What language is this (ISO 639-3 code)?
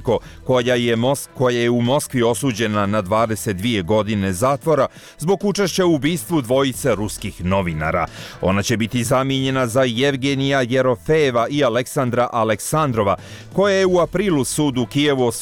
bos